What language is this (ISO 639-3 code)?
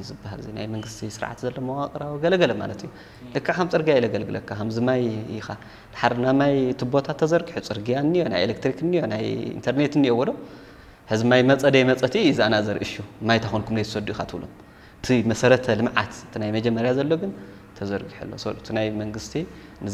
tir